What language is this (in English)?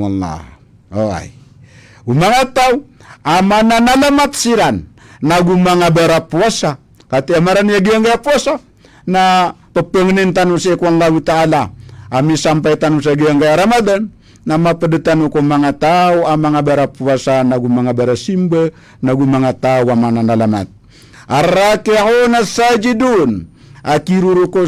Maranao